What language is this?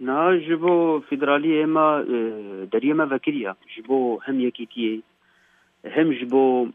Kurdish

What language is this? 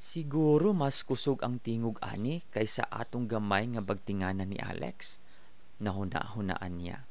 Cebuano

